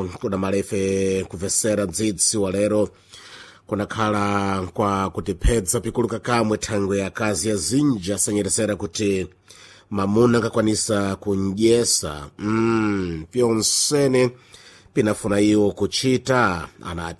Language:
Sena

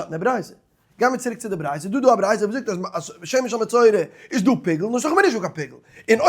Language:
Yiddish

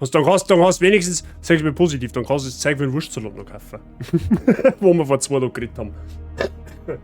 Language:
Bavarian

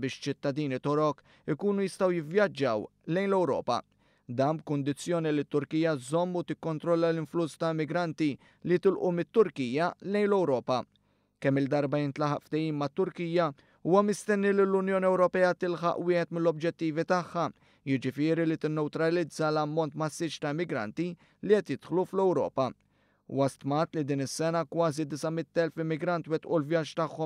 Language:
Maltese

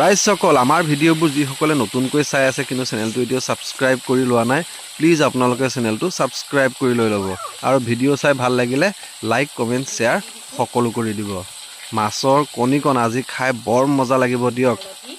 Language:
Assamese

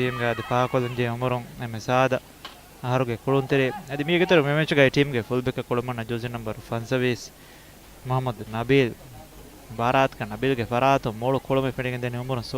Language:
Divehi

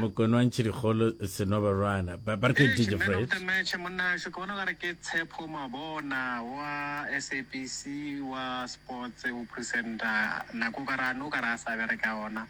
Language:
Northern Sotho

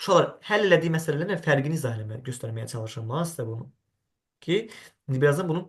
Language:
Azerbaijani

